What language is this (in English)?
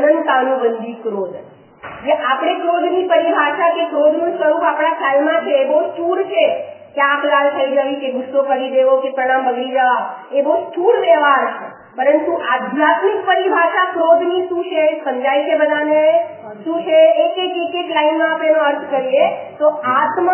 Gujarati